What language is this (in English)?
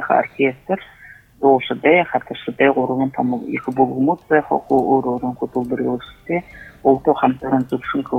Buriat